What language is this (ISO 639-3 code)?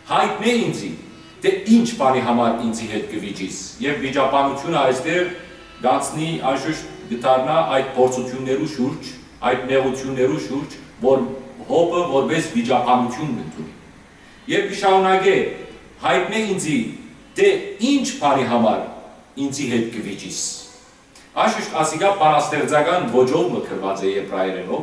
hyw